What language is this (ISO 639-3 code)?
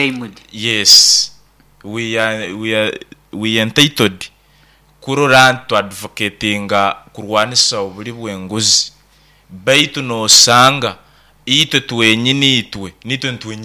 nyo